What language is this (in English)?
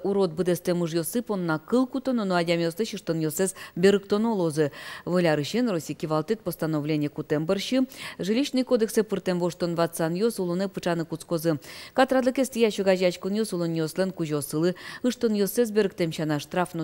Udmurt